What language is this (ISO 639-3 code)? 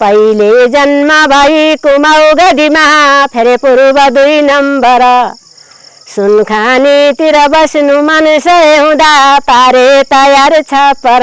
nep